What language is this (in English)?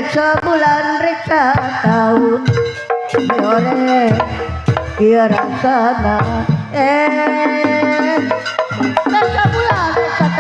Betawi